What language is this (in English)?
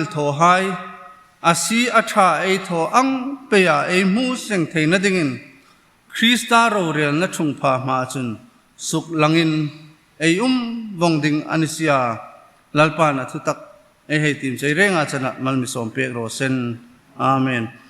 Hmar